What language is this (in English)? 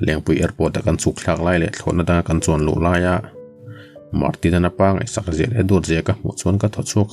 Mizo